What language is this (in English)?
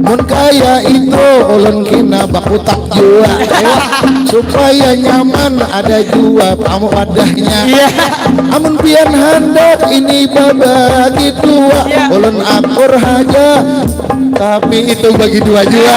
Banjar